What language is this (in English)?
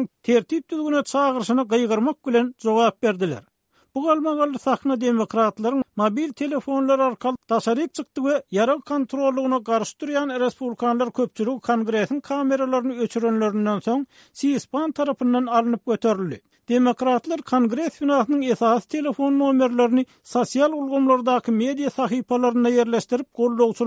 Turkmen